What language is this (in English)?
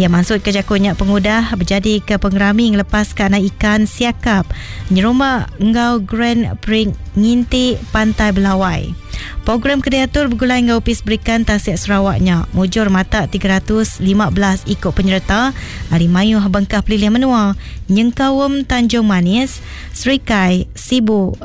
Iban